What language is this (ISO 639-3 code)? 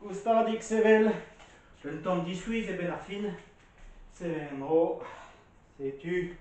bre